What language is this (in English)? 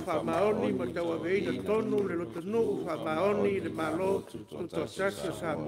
Samoan